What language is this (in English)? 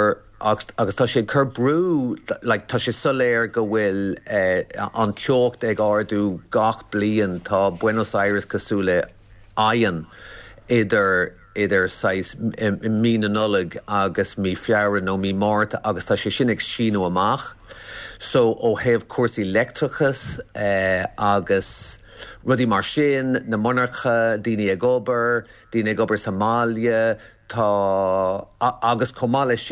Irish